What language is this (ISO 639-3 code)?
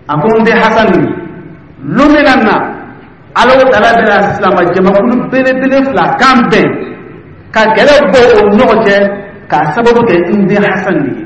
dyu